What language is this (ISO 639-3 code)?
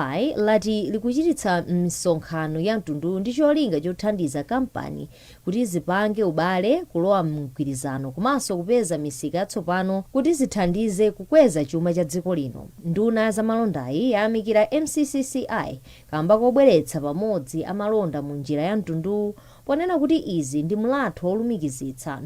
nya